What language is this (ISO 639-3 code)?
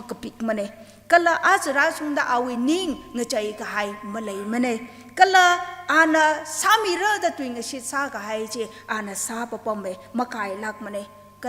nmf